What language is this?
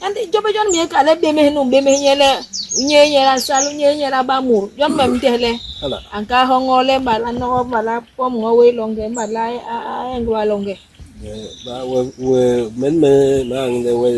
Basaa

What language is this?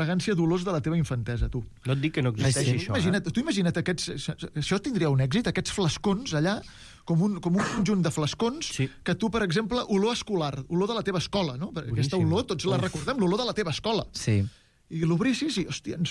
Catalan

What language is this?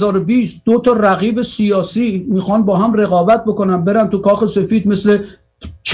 Persian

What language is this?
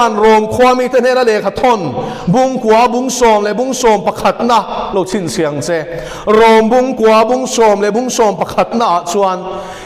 Mizo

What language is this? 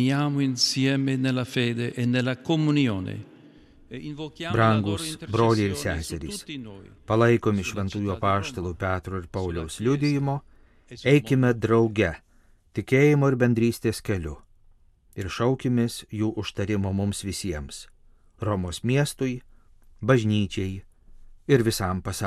Lithuanian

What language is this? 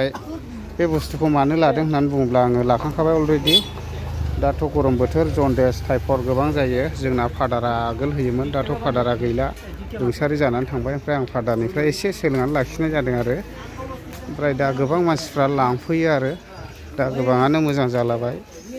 Bodo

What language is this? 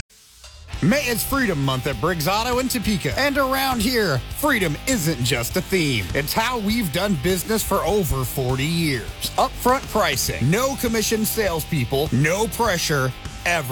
English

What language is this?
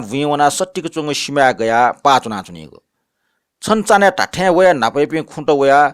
Newari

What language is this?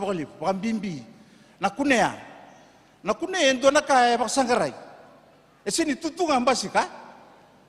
Fijian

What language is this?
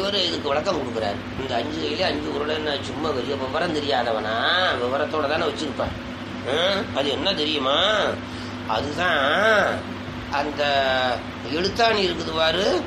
Tamil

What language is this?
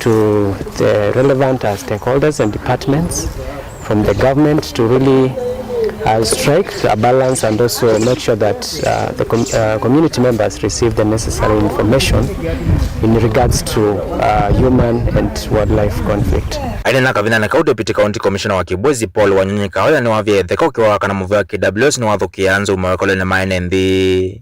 Kamba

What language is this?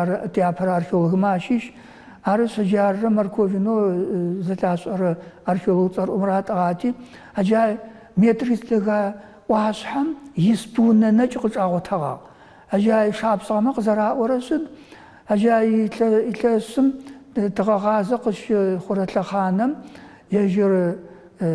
Adyghe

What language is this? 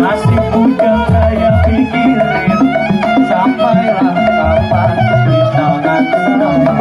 Betawi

